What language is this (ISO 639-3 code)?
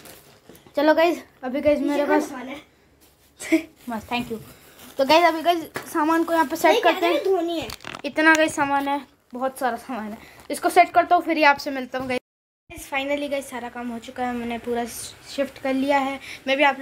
hin